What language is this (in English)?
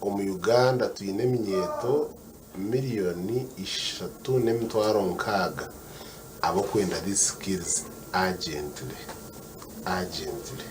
Nyankole